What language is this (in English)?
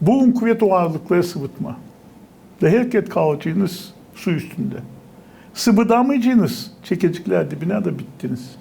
Gagauz